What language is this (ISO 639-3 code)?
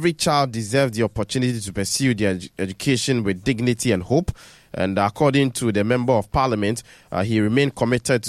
eng